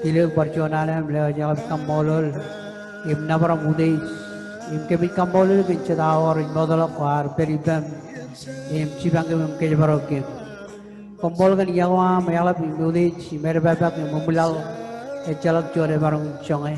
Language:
Marshallese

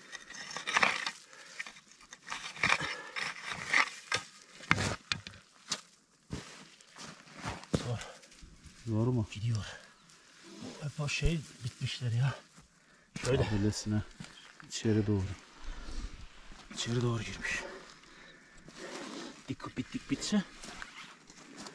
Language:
Turkish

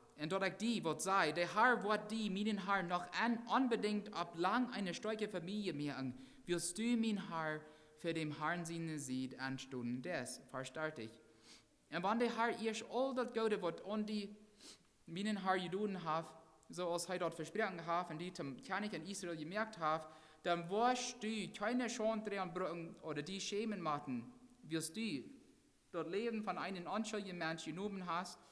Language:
Plautdietsch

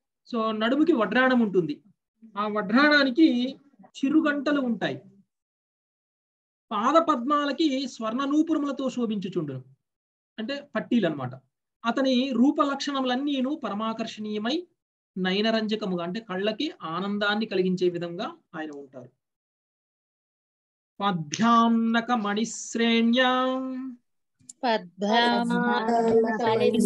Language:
Telugu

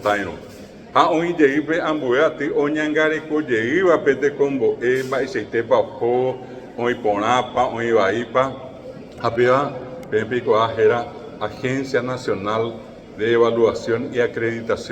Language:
Guarani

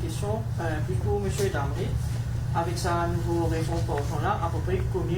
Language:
Morisyen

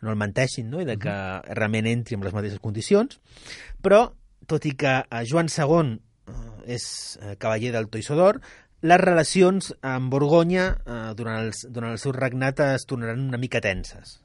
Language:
Catalan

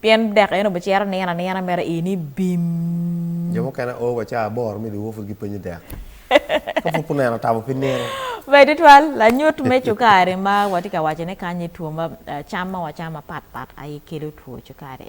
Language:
Acoli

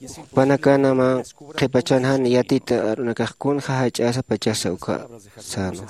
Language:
Aymara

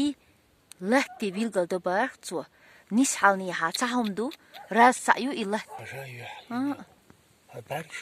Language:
Chechen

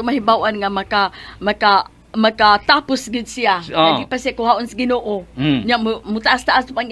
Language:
Cebuano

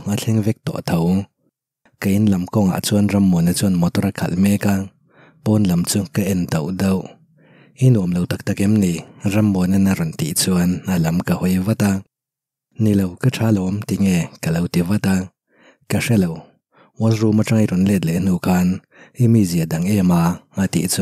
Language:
Mizo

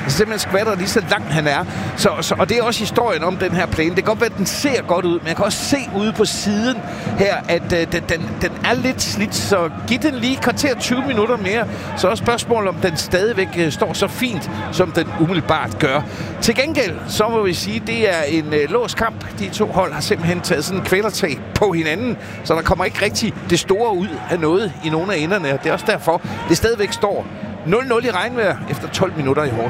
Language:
Danish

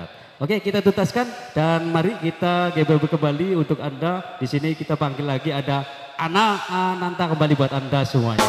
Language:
Indonesian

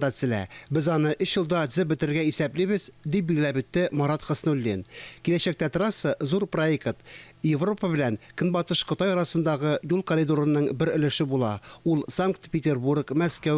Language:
Tatar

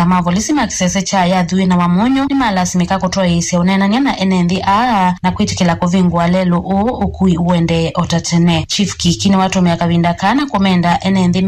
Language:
Kamba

